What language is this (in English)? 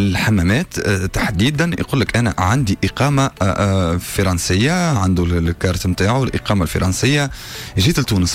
Tunisian Arabic